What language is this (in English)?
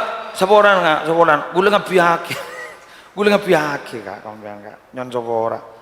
Madurese